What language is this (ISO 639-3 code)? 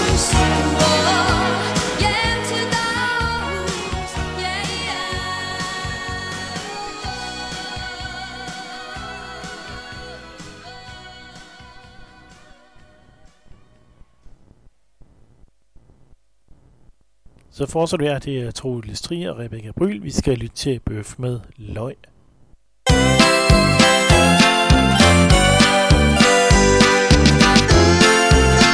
dan